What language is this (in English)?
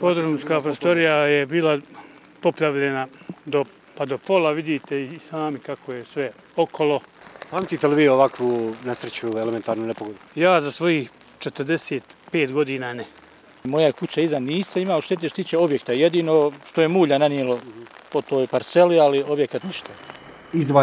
Bosnian